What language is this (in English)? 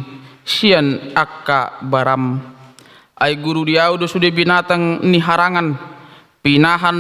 Batak Toba